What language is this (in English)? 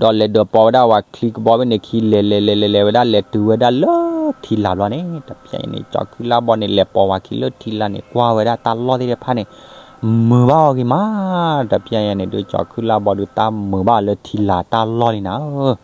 S'gaw Karen